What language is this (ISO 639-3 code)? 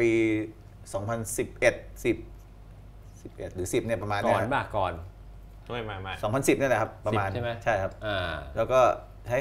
tha